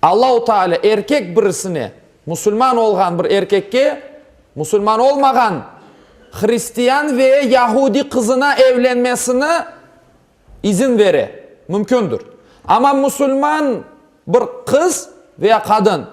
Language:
Crimean Tatar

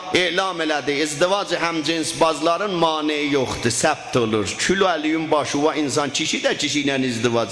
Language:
South Azerbaijani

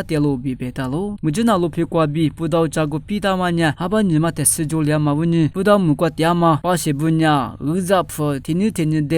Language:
Lisu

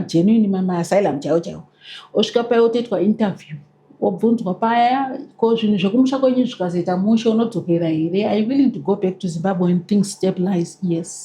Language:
Shona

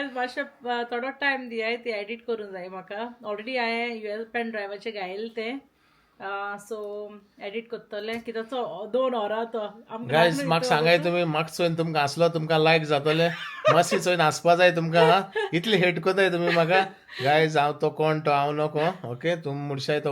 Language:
Konkani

